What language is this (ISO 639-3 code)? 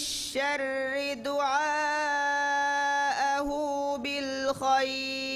div